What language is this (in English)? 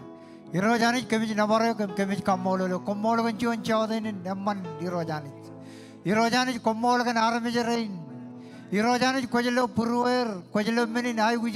Marshallese